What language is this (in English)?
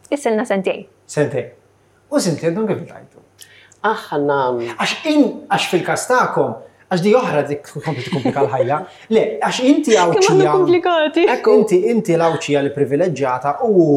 Maltese